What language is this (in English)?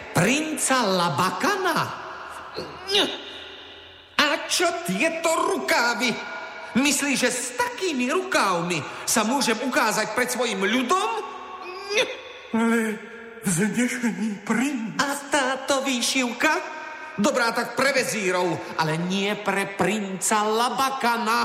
Slovak